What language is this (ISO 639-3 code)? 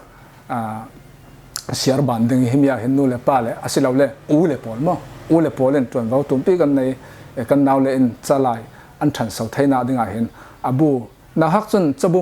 cfm